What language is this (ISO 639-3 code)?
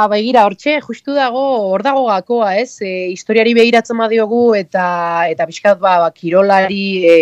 eus